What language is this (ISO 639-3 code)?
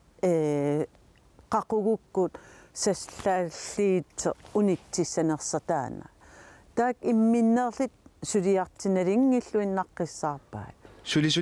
kal